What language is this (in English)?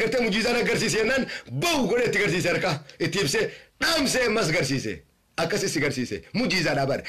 Oromo